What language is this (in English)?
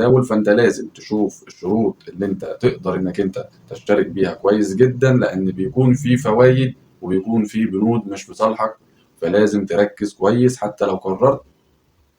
Egyptian Arabic